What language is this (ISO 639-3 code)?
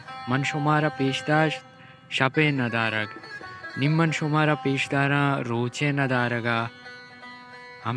bal